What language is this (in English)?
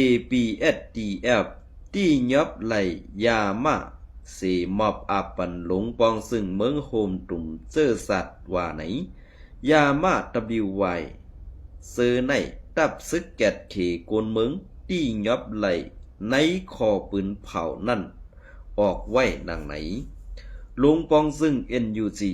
Shan